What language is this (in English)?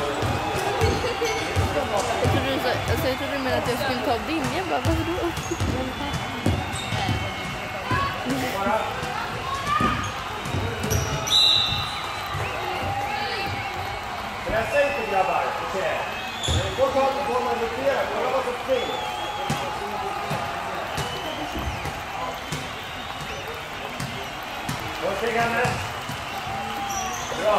Swedish